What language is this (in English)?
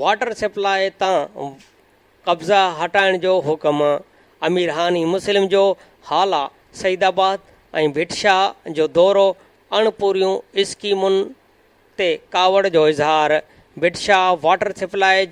Sindhi